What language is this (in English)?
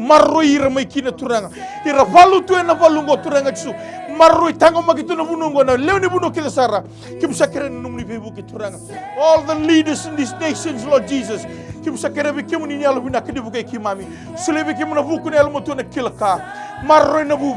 Fijian